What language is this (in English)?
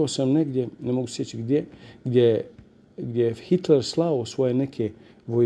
Bosnian